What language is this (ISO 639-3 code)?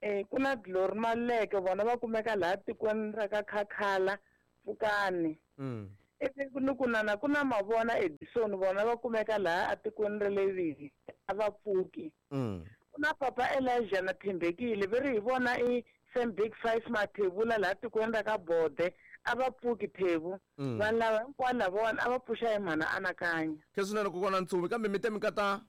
tso